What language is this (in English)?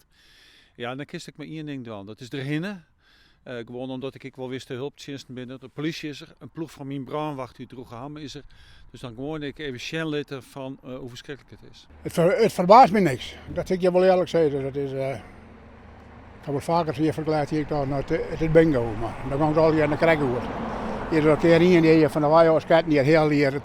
Western Frisian